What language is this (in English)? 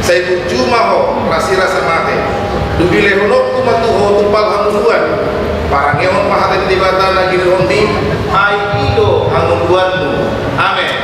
Batak Toba